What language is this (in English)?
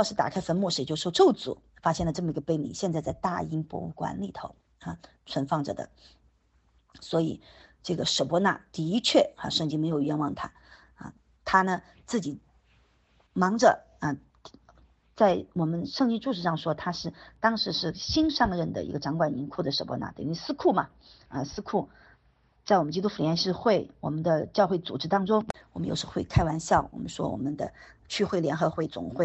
Chinese